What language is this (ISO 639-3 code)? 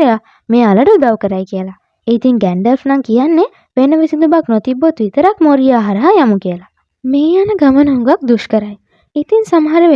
sin